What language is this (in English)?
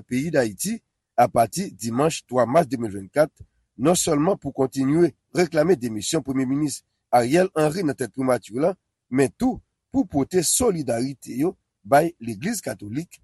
Haitian Creole